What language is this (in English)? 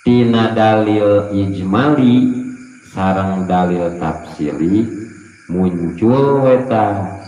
Sundanese